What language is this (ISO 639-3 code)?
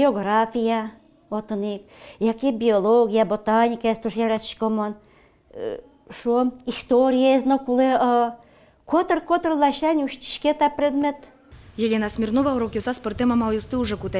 udm